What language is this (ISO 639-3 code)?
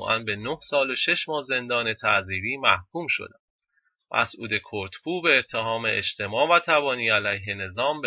fas